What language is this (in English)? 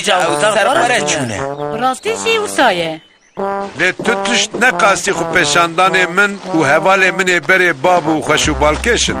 Kurdish